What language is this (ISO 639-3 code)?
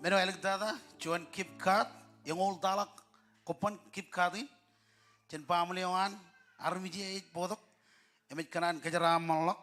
mah